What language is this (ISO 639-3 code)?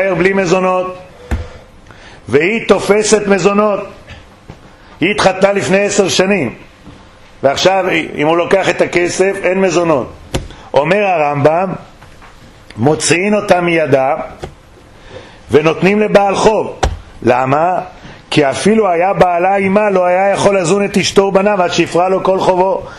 heb